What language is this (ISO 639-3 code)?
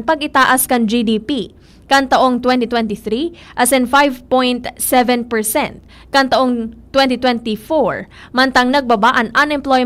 bik